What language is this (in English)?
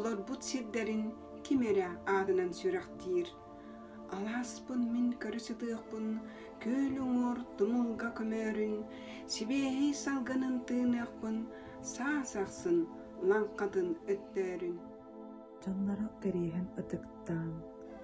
Yakut